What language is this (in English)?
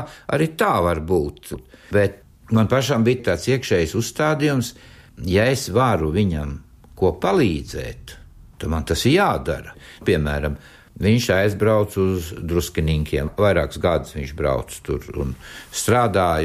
Latvian